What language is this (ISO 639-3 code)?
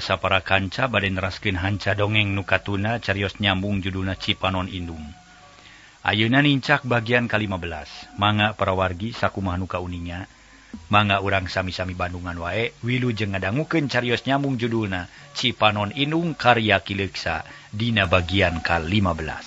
sun